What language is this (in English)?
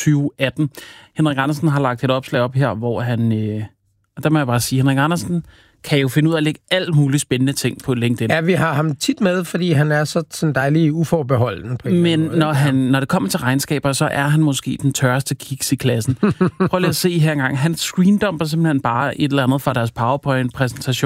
Danish